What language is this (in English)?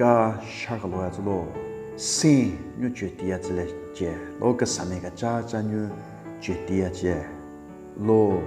Southern Rengma Naga